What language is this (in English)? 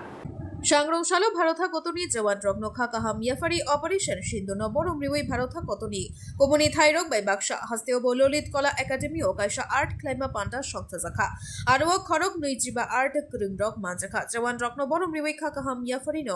Kok Borok